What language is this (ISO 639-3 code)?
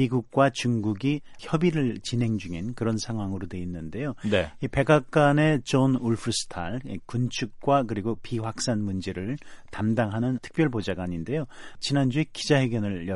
kor